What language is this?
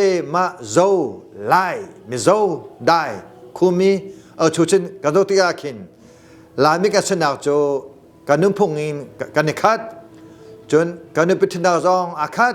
Hakha Chin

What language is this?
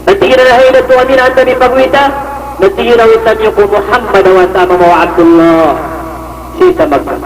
Maranao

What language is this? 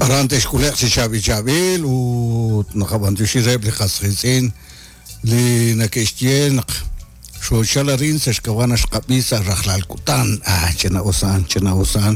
Kekchí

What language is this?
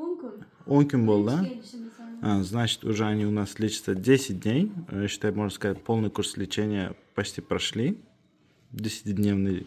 Uzbek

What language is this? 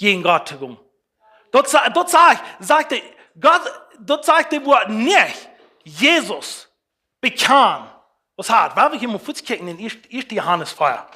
Plautdietsch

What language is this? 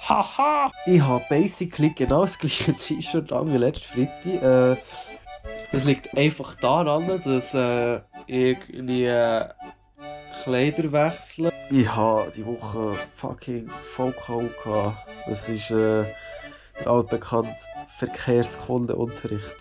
Swiss German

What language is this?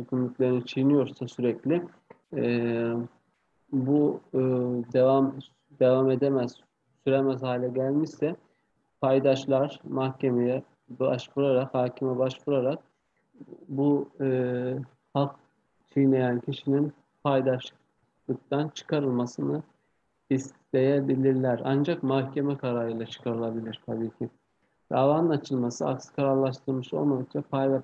Turkish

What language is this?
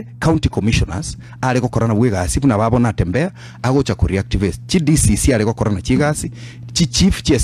Gusii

